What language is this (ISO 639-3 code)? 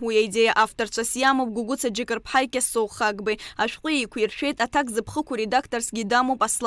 abk